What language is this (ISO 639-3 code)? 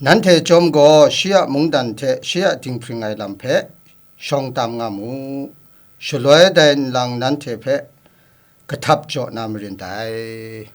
kac